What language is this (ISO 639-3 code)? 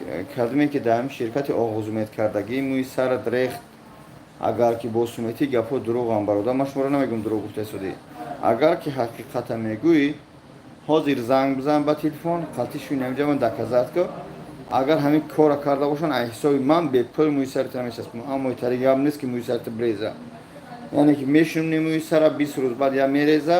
tgk